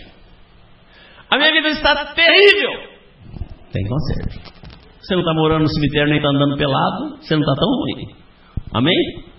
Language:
Portuguese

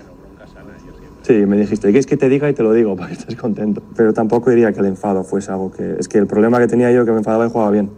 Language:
Spanish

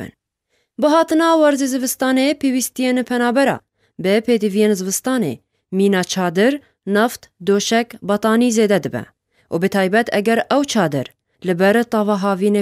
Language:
Kurdish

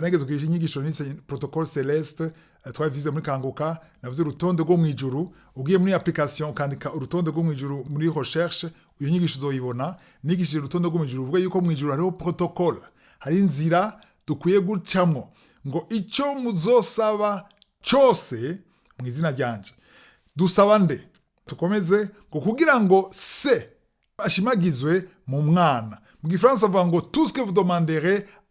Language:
Rundi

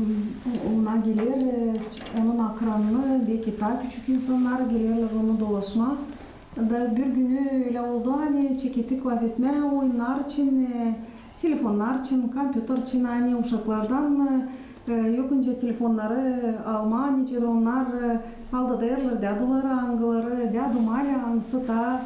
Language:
Gagauz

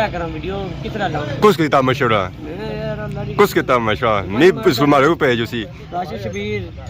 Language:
Pahari-Potwari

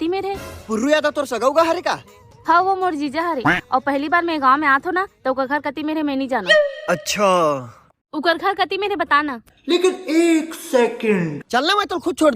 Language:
Chhattisgarhi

